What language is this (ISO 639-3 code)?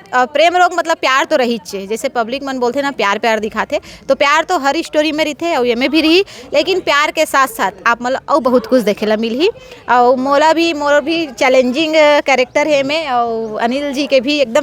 hne